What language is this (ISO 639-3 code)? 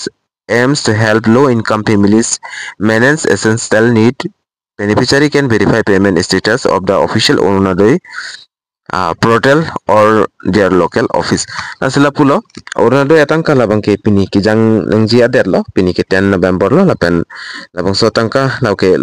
mjw